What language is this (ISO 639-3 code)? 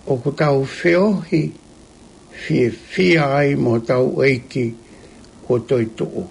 ton